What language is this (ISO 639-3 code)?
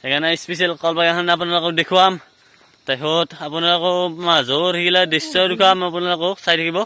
asm